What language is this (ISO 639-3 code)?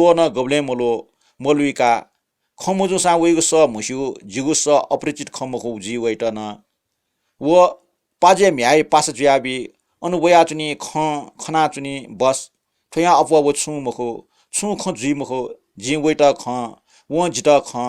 new